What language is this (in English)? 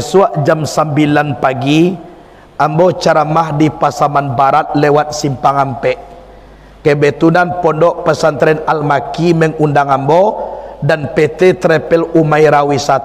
Minangkabau